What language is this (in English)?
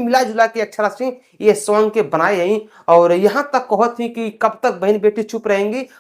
Bhojpuri